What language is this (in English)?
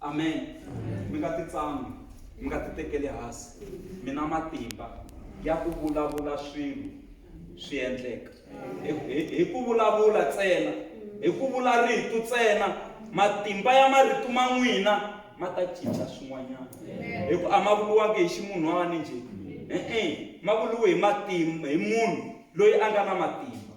Tsonga